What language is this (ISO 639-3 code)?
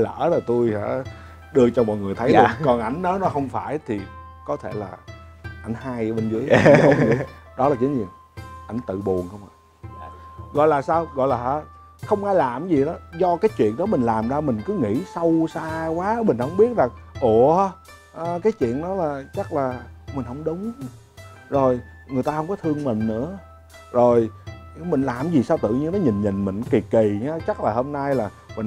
vie